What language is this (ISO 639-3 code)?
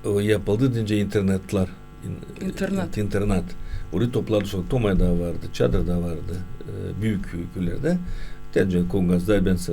gag